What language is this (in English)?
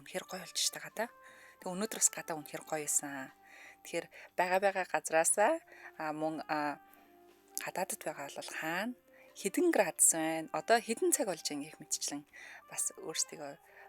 Mongolian